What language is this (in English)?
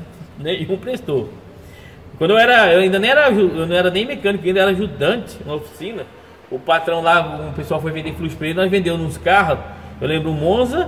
Portuguese